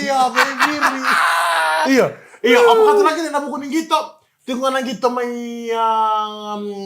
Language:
Fijian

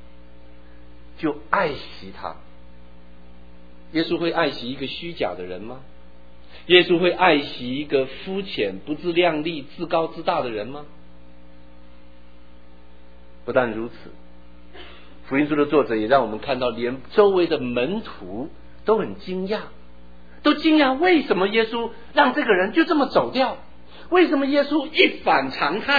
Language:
Chinese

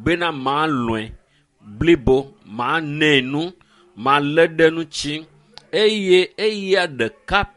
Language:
Ewe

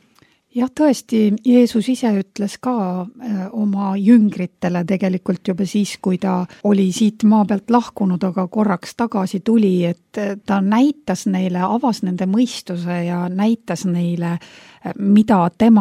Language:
Estonian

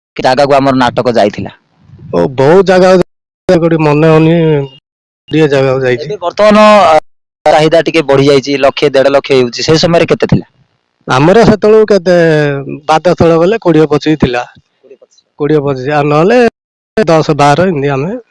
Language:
Odia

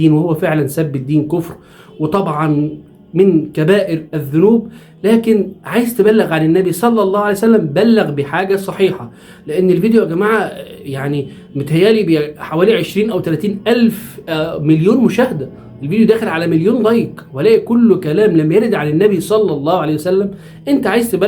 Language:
Egyptian Arabic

